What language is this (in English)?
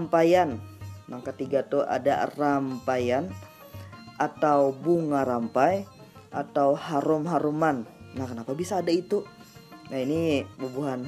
Banjar